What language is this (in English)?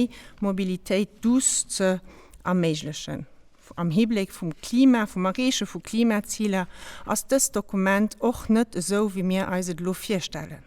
Luxembourgish